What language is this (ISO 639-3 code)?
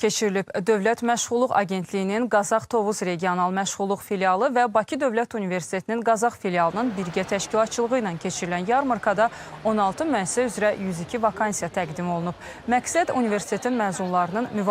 aze